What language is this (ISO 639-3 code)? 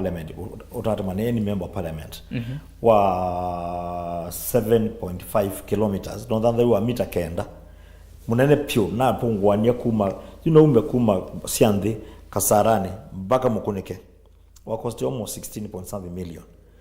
kam